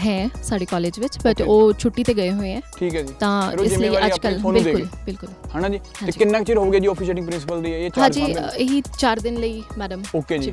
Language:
Punjabi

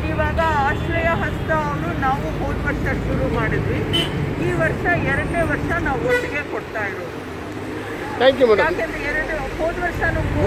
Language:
Kannada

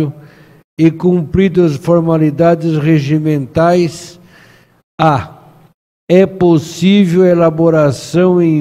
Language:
Portuguese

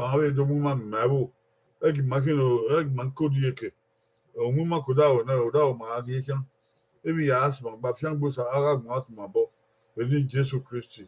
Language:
Bini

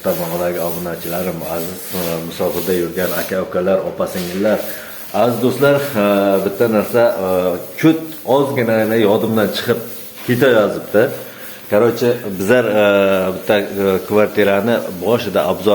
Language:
Uzbek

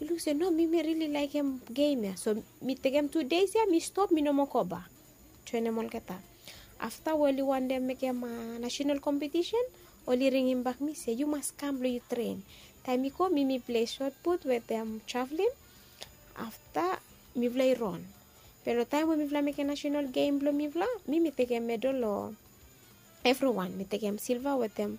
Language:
Bislama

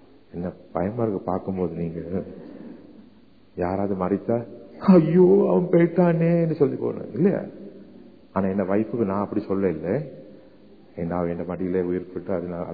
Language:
Tamil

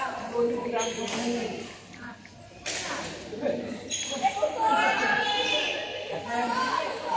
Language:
Malay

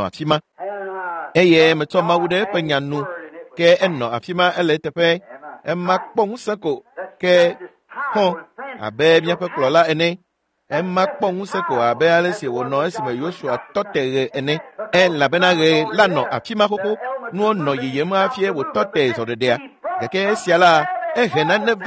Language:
Ewe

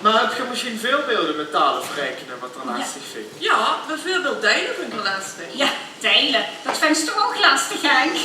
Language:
Limburgish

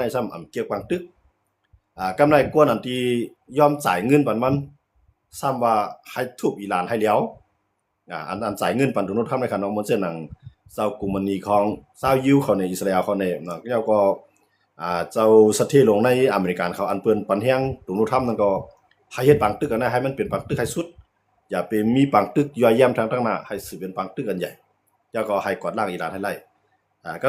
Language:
Shan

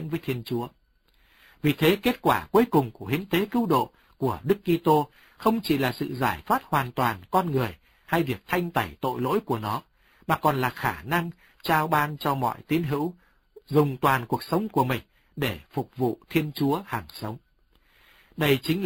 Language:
Vietnamese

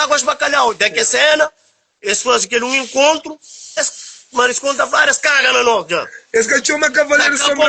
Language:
Kabuverdianu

